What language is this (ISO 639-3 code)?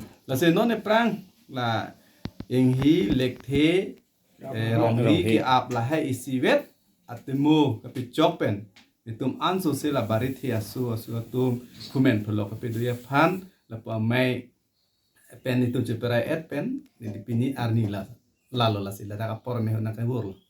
mjw